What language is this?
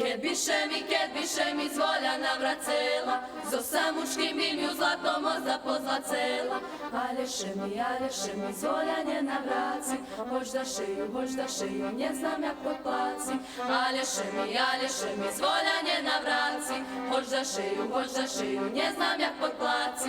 Rusyn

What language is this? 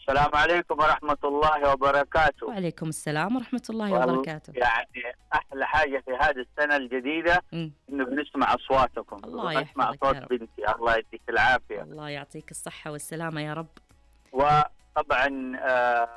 Najdi Arabic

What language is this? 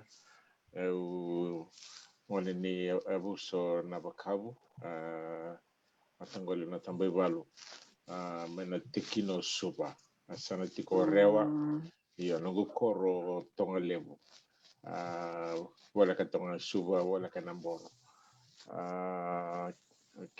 Fijian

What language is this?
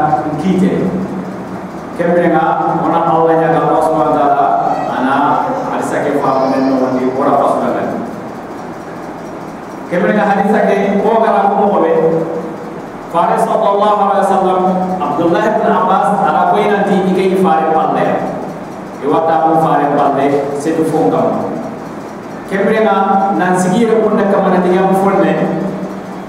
Soninke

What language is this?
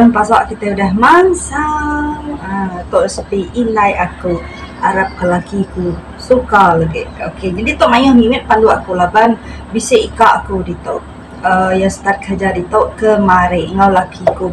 Iban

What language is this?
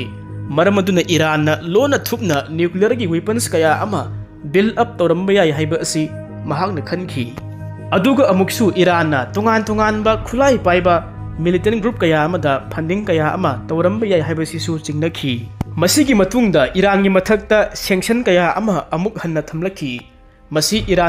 Manipuri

